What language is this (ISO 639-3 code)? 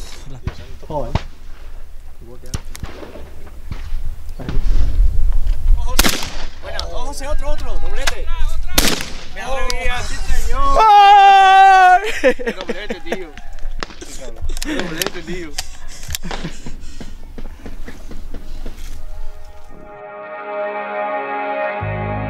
spa